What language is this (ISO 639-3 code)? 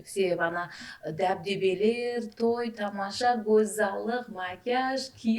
kaa